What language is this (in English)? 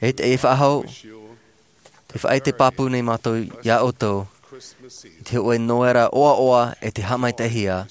Tahitian